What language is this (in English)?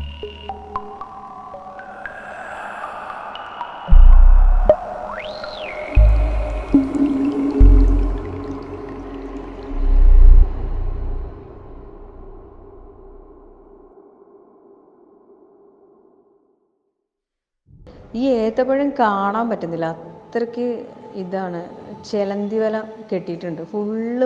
Malayalam